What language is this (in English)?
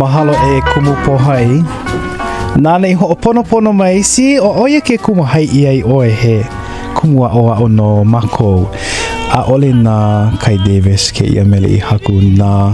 Hawaiian